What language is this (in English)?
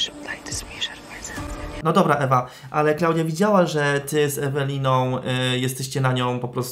Polish